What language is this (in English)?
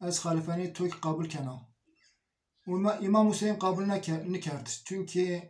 Zaza